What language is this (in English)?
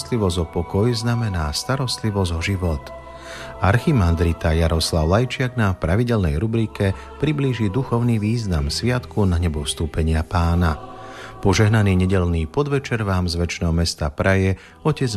Slovak